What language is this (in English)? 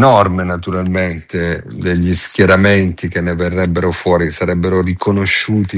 Italian